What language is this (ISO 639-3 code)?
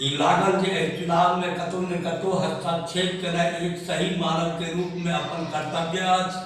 mai